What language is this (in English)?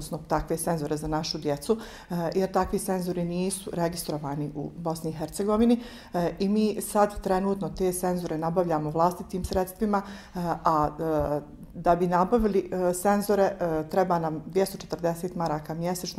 Bosnian